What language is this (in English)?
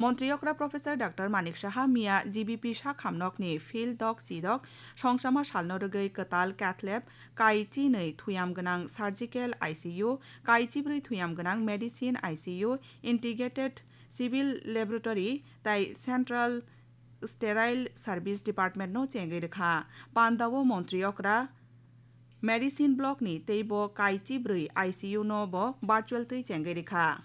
Kok Borok